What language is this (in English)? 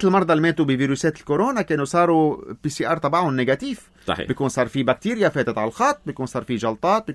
North Levantine Arabic